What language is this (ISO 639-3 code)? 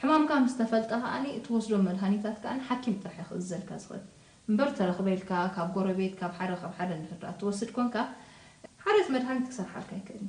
tir